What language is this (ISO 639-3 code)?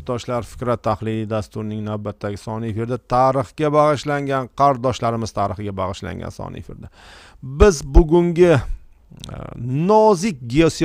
uzb